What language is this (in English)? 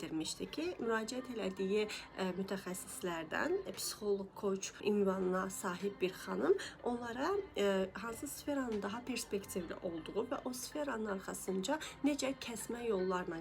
Azerbaijani